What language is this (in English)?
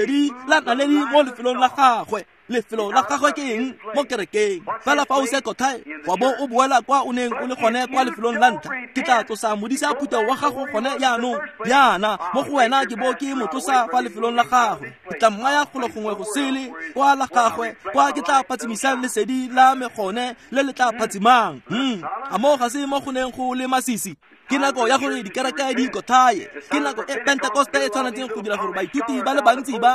Tswana